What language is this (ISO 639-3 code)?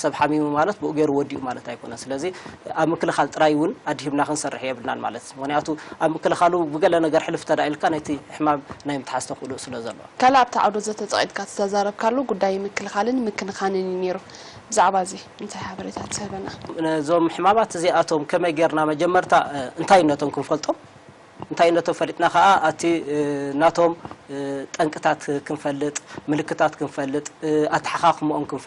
tir